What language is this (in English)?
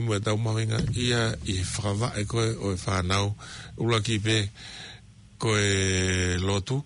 Tongan